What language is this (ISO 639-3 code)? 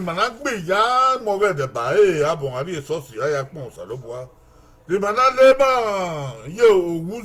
bin